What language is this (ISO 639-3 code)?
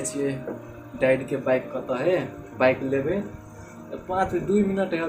mai